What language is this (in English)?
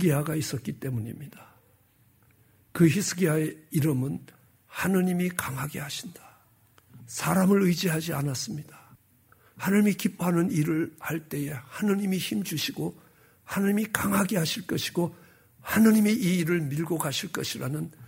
Korean